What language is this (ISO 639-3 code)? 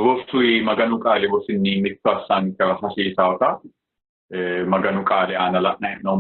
sid